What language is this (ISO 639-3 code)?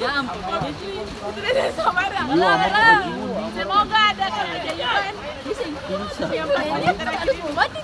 abs